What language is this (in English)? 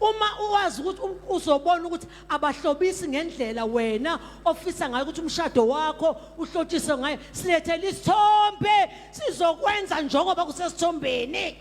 Zulu